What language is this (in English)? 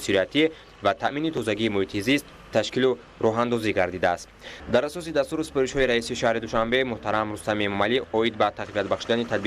Tajik